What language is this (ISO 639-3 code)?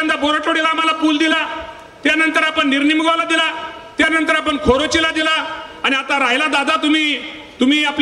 mar